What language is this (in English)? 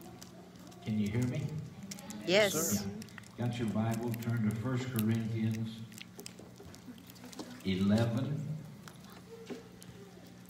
English